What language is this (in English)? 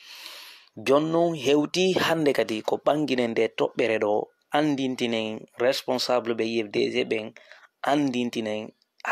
Fula